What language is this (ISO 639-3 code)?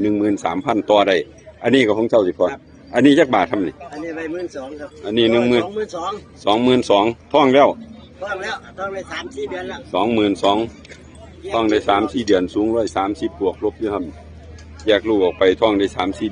tts